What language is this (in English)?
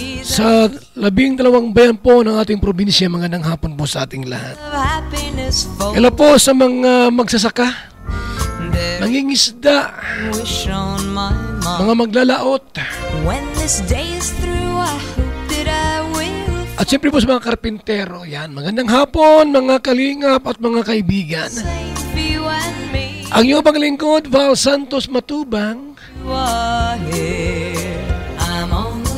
Filipino